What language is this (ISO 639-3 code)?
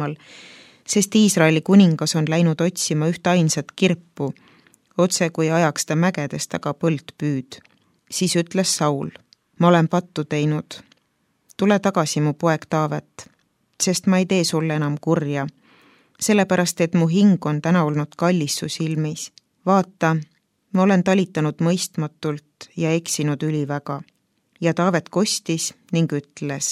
est